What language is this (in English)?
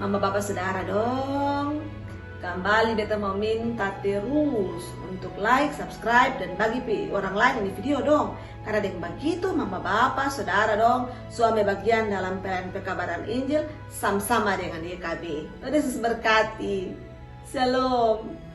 Kupang Malay